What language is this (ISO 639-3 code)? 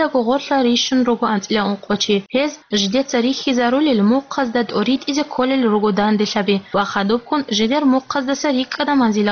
ava